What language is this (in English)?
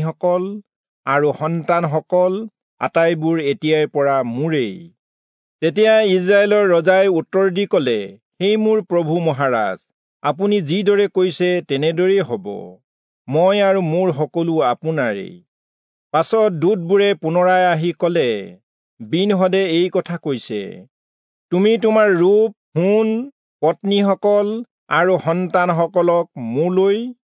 Assamese